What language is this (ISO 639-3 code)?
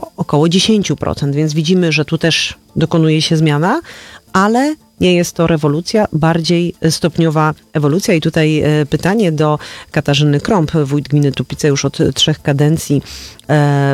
pol